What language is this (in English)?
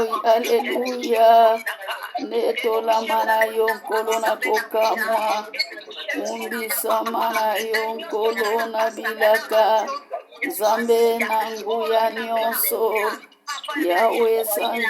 Lingala